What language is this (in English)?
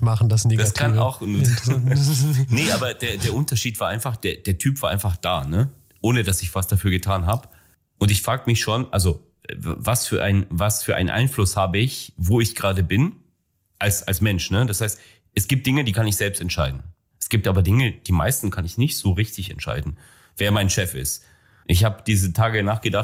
German